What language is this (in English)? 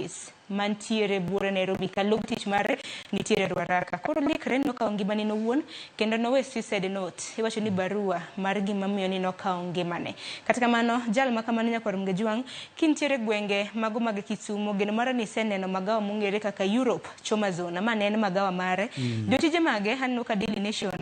Luo (Kenya and Tanzania)